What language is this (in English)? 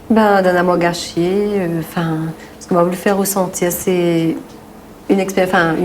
Réunion Creole French